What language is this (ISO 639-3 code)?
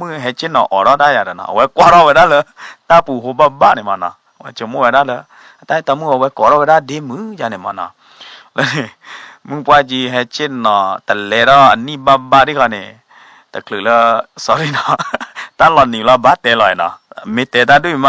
ksw